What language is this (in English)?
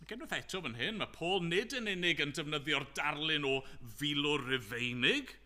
Welsh